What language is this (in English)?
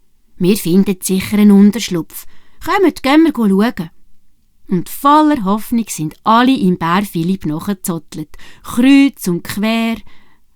Swiss German